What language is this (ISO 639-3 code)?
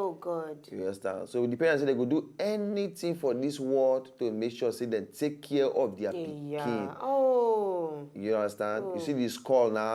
pcm